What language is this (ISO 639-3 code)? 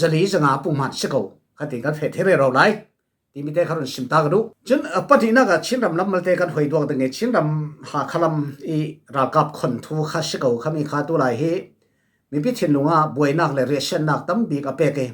cfm